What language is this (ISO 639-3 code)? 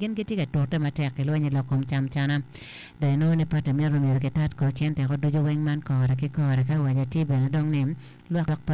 ach